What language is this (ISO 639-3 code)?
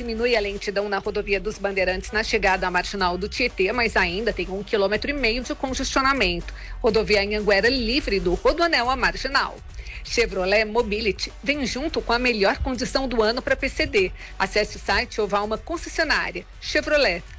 por